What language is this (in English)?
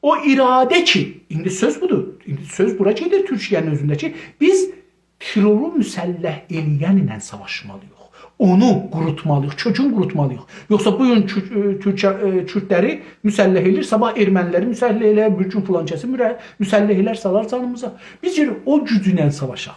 South Azerbaijani